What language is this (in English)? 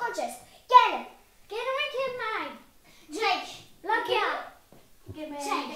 Breton